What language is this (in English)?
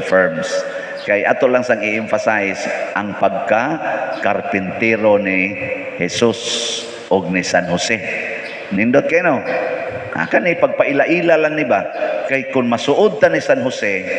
Cebuano